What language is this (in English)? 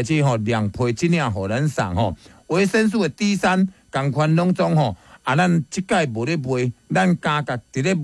Min Nan Chinese